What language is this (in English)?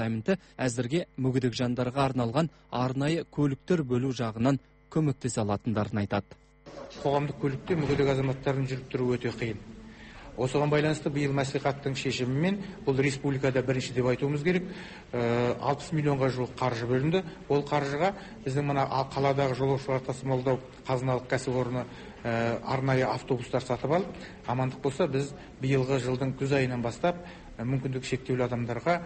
Kazakh